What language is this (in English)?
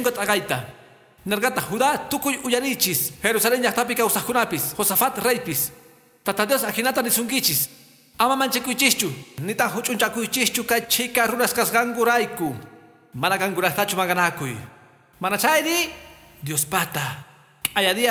Quechua